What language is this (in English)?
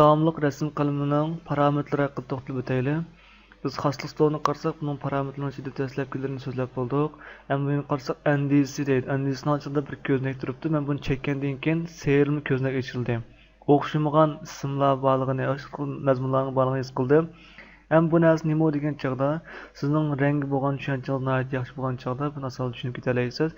Uyghur